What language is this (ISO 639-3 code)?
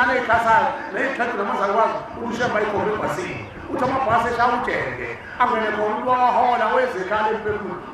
zul